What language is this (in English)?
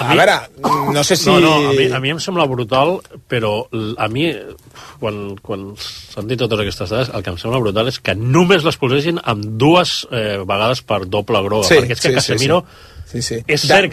Catalan